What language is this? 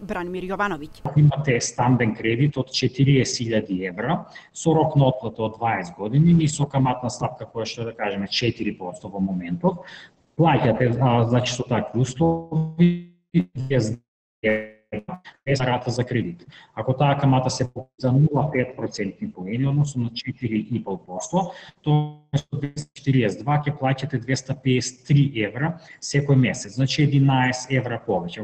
Macedonian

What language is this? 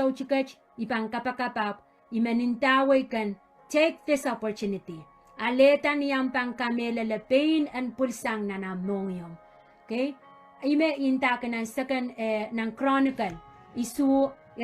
Pohnpeian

